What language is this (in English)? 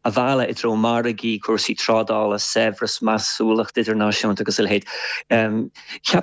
Irish